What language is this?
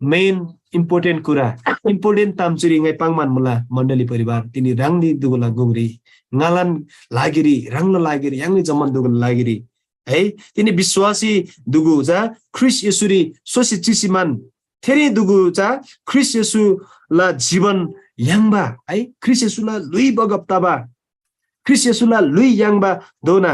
Eastern Tamang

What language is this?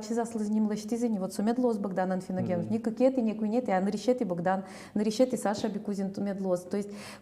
Udmurt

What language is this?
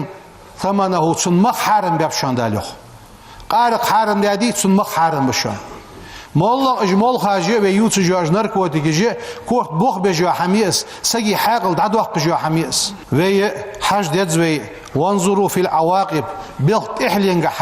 Ingush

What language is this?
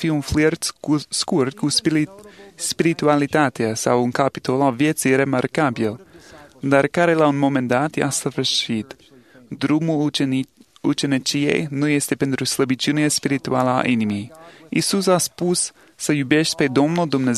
Romanian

